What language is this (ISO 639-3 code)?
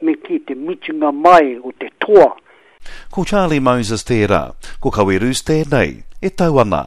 mri